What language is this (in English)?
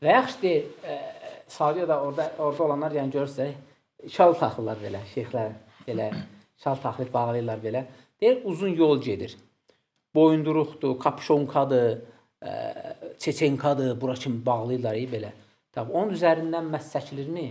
Azerbaijani